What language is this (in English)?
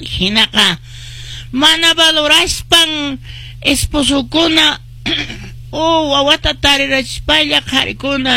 Quechua